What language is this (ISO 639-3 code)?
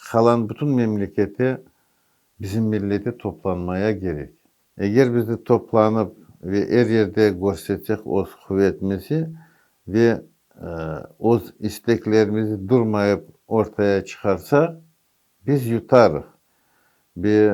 crh